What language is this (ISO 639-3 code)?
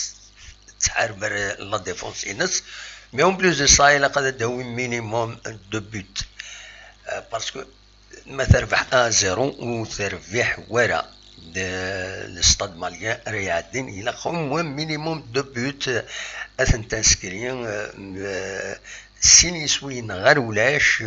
kab